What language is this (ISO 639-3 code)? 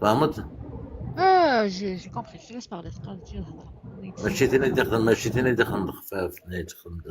kab